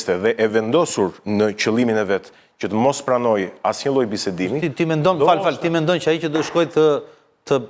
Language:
Albanian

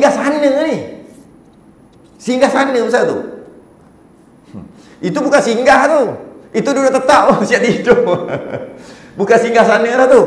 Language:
Malay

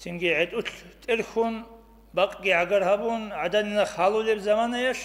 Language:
Avaric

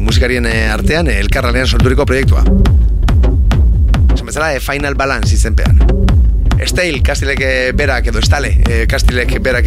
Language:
Basque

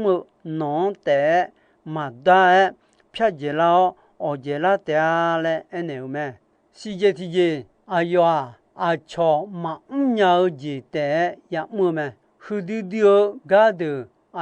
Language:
Akha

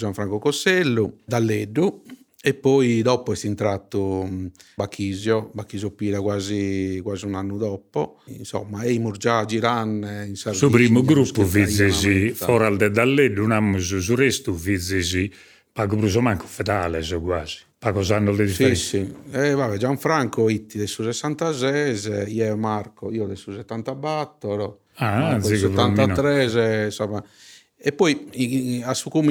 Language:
Sardinian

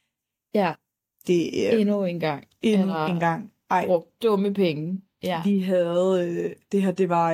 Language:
Danish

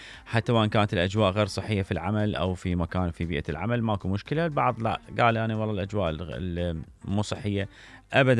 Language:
Mesopotamian Arabic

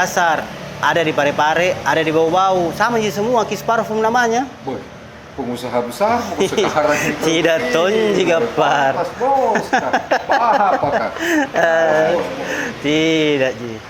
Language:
Makassar Malay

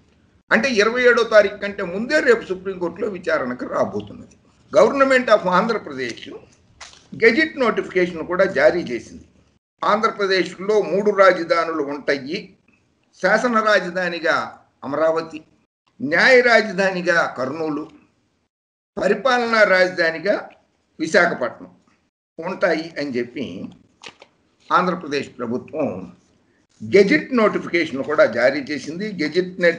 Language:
Telugu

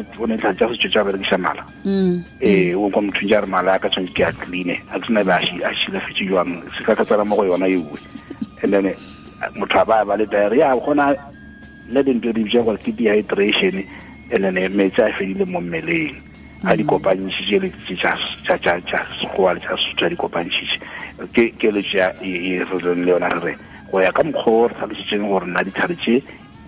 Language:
Tswana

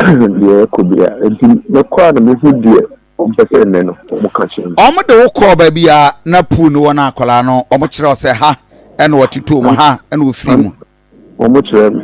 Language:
Akan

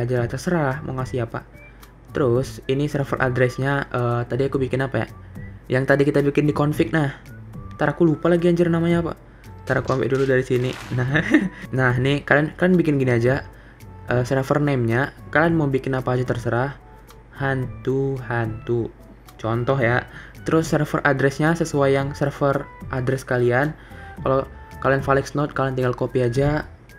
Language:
Indonesian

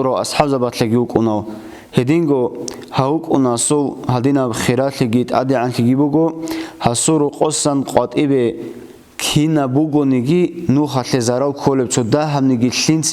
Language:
Avaric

